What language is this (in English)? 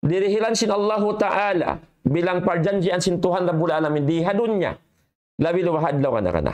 Tausug